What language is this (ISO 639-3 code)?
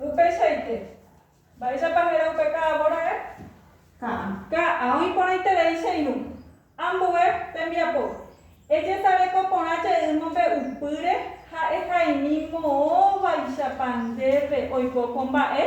grn